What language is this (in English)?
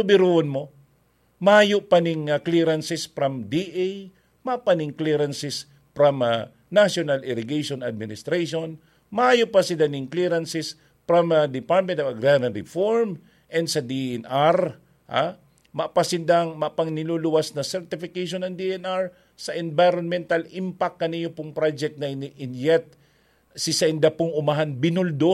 Bikol